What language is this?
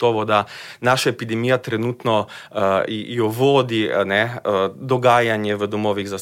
Slovenian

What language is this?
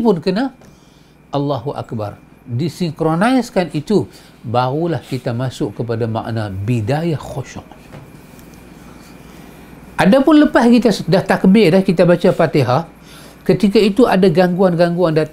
Malay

